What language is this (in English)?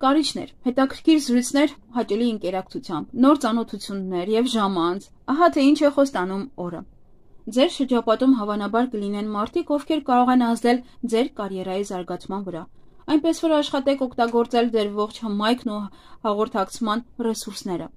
Armenian